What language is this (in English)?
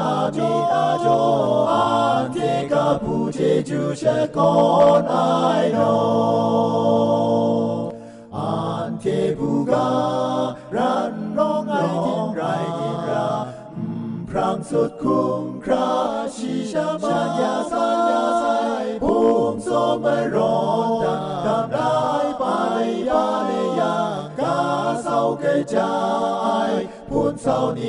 Thai